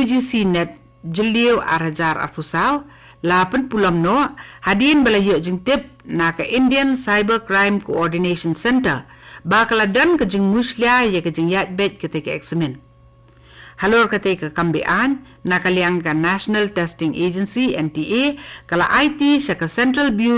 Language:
Khasi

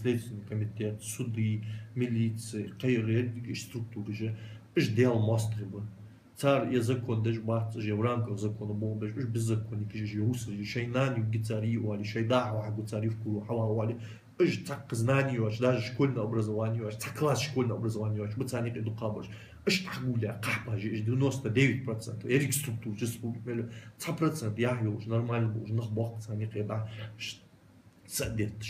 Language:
Ingush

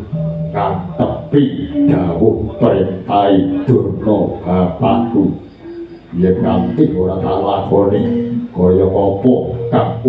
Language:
Javanese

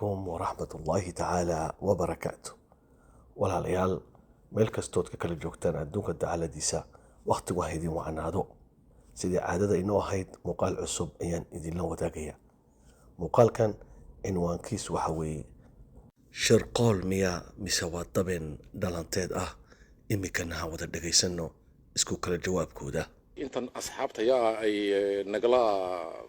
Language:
Somali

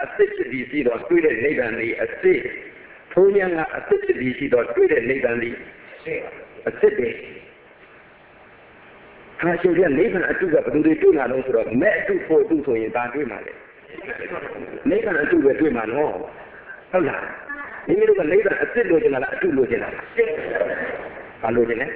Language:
Burmese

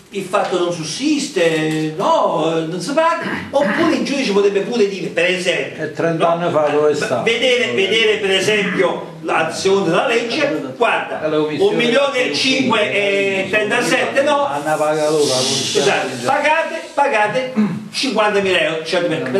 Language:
Italian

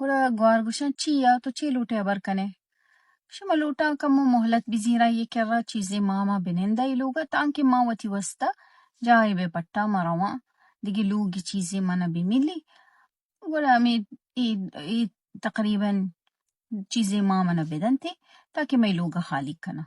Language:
Baluchi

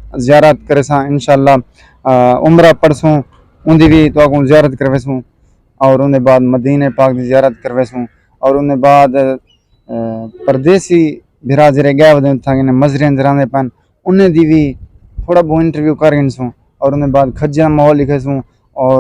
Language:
Saraiki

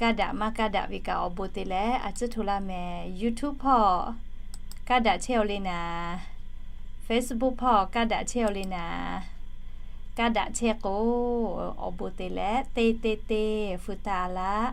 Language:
Lahu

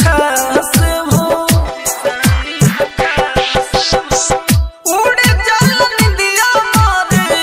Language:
Bhojpuri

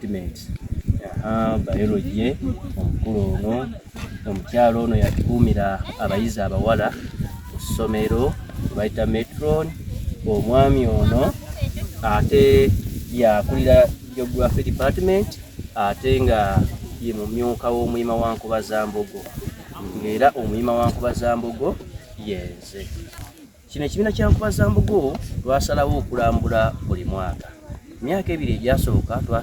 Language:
Soga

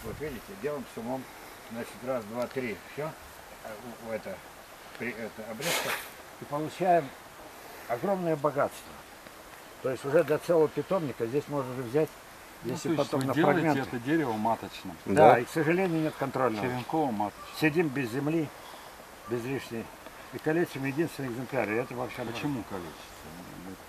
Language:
Russian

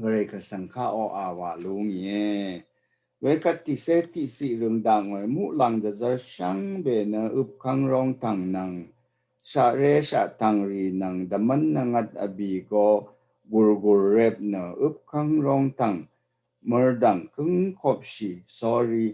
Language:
Rawang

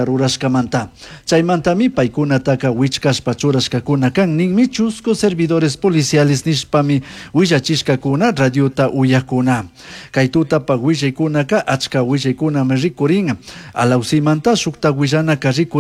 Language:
Chimborazo Highland Quichua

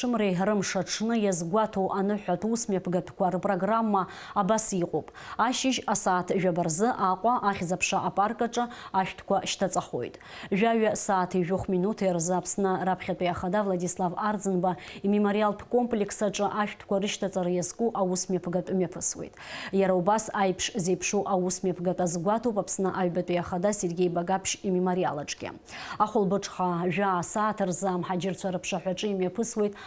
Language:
Abkhazian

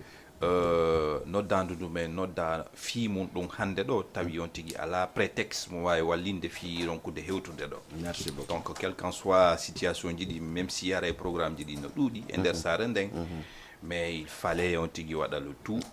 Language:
Fula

